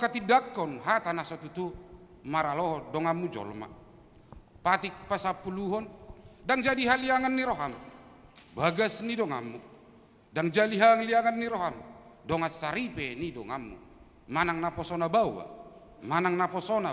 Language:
Batak Toba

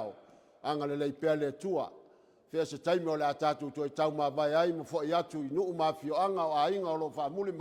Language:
Samoan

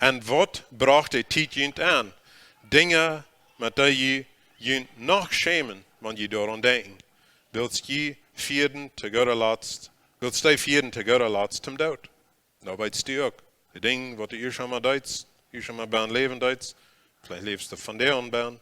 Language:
Plautdietsch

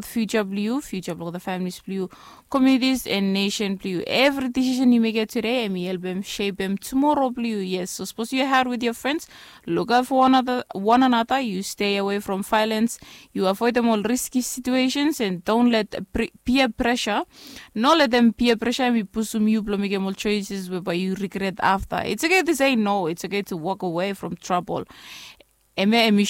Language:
Bislama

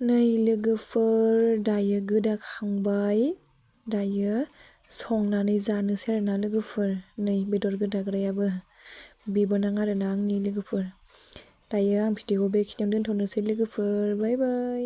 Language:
Bodo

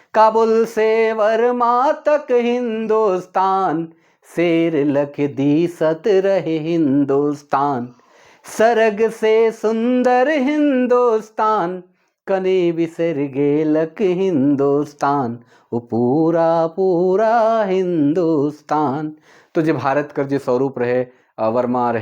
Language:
Sadri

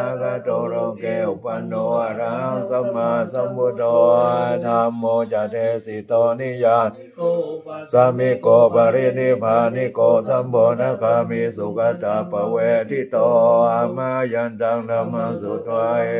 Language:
Pali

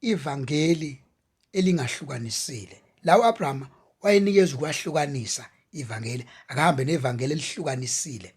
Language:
Zulu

